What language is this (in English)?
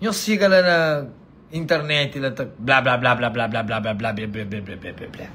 Kabuverdianu